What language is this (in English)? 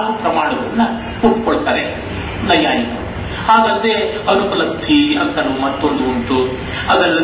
Kannada